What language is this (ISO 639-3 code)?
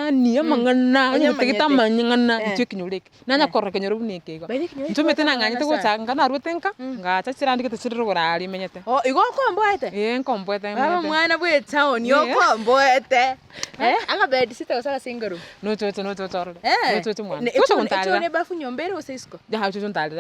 guz